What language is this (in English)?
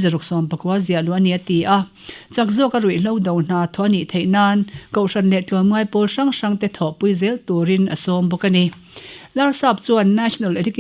Mizo